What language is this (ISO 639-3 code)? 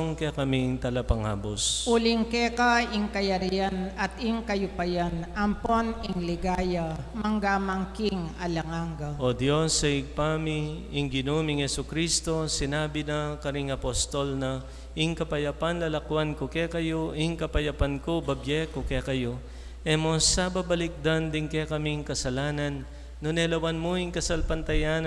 pam